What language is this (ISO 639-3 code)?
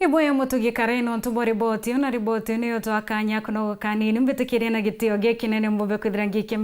mer